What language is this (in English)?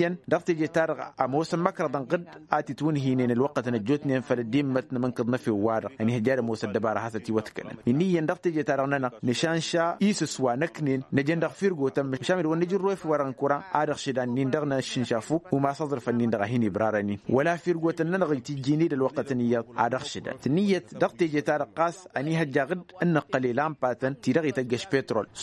Tamasheq